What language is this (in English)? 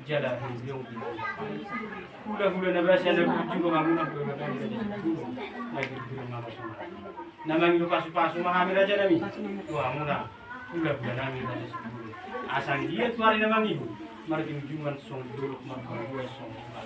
Batak Toba